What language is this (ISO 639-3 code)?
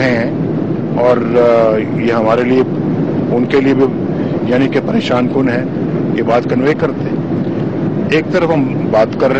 urd